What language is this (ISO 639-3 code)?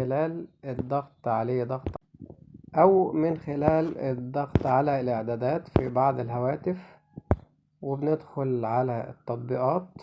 arz